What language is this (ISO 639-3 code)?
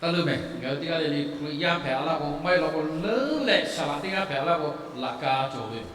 lhu